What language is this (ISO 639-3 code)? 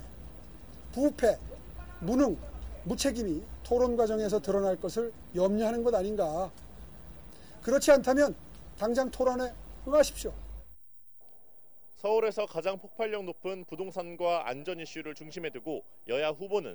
kor